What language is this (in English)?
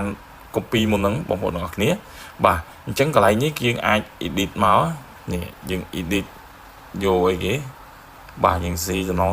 Khmer